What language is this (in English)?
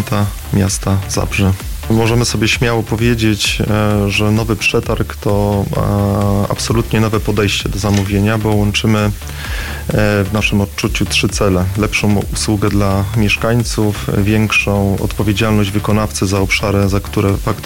Polish